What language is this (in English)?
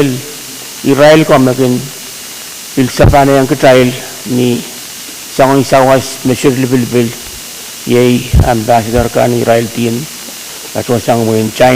Pohnpeian